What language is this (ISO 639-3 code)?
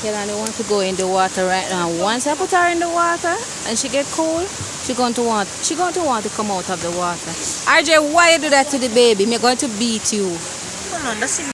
jam